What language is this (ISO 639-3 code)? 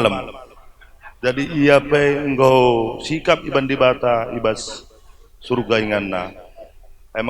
btx